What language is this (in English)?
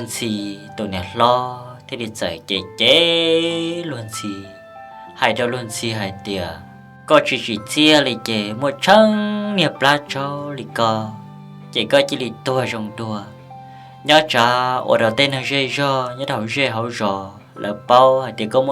Hmong